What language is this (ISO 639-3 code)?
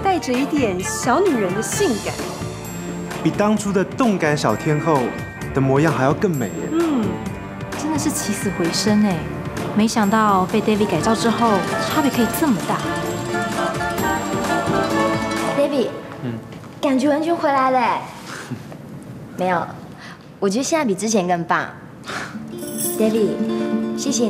zho